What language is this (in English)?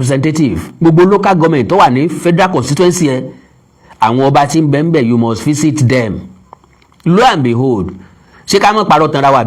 Yoruba